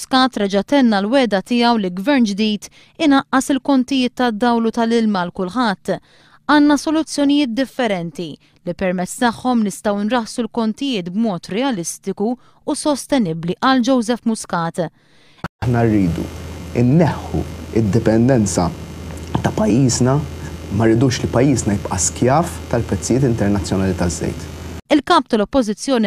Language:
Maltese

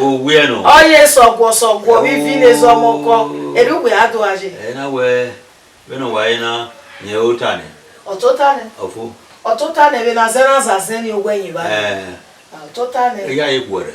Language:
Bini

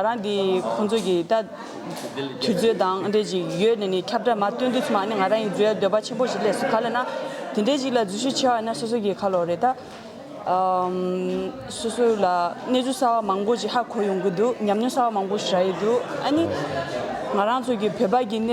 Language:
Tibetan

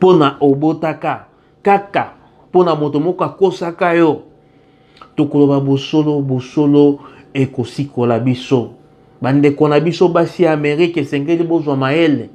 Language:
Lingala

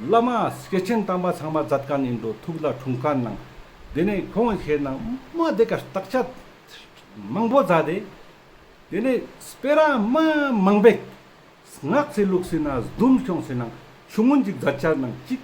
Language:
Ladakhi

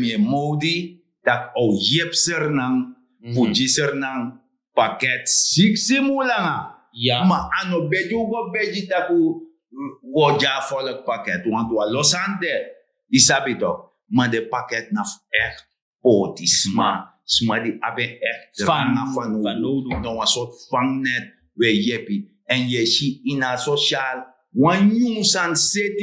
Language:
Sranan Tongo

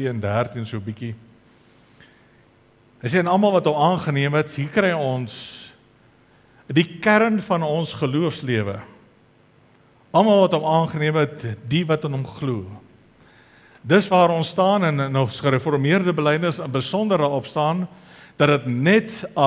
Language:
Afrikaans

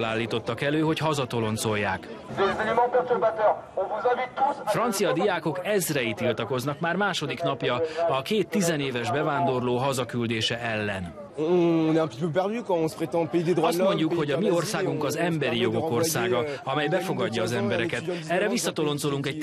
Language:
Hungarian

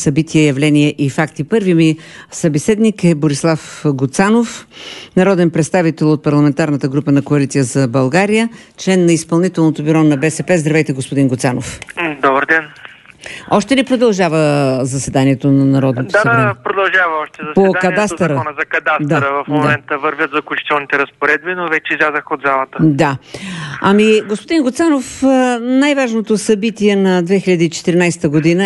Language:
Bulgarian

